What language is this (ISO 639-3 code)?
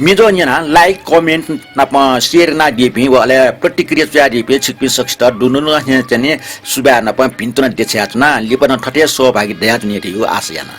new